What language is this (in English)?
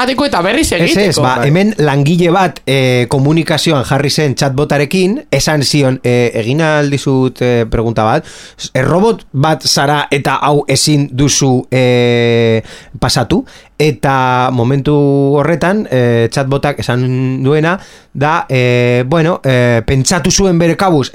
Basque